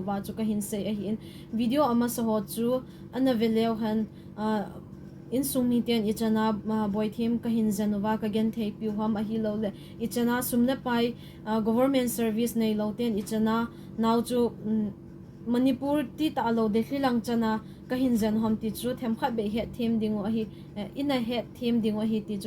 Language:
Thado Chin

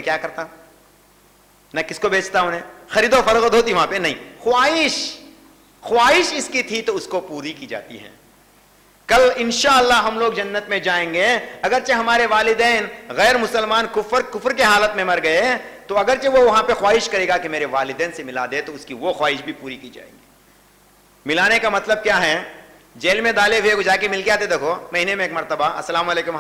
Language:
Urdu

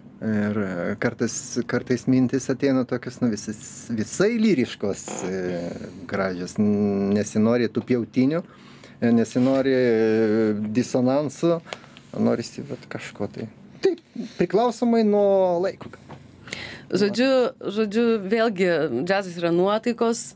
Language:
Lithuanian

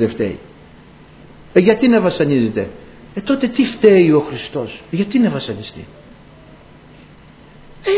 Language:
Greek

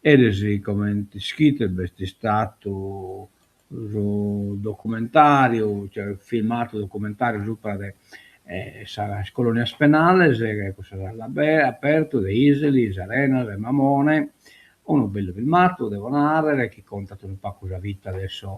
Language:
Sardinian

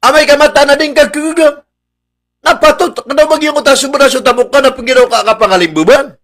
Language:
Maranao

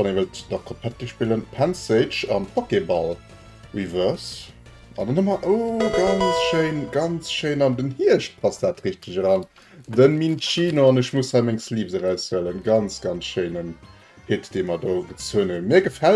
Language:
Luxembourgish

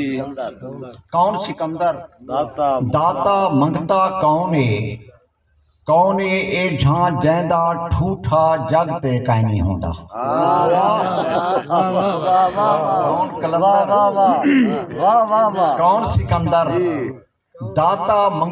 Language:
Saraiki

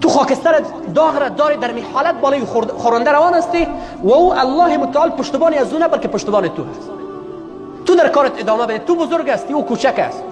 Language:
Persian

